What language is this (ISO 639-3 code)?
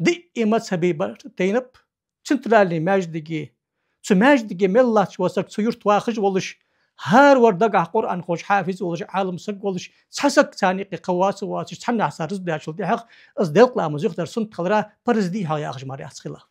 inh